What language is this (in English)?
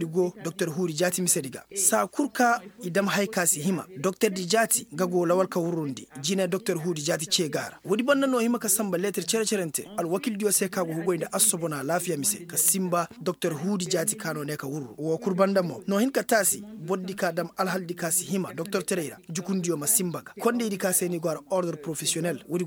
Koyraboro Senni